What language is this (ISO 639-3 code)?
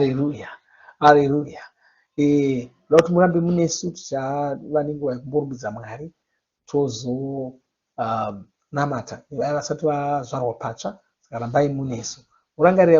sna